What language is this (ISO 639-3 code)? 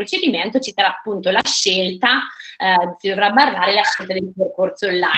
ita